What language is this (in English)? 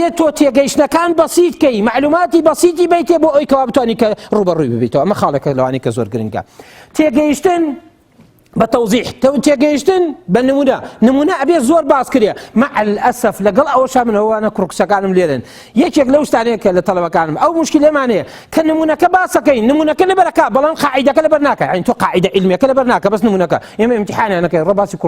Central Kurdish